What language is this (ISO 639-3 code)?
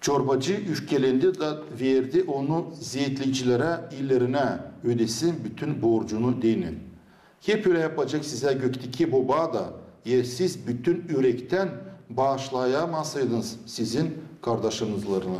gag